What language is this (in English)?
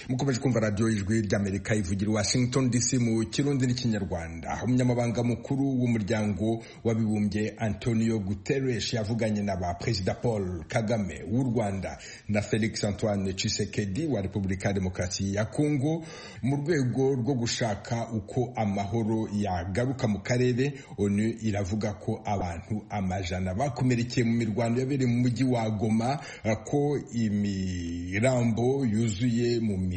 Kinyarwanda